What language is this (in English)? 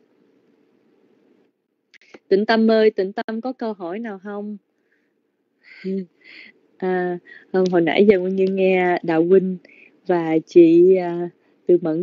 Vietnamese